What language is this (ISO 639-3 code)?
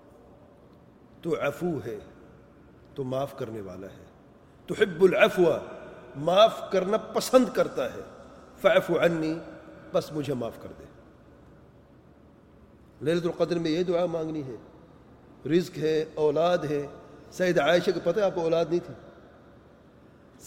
urd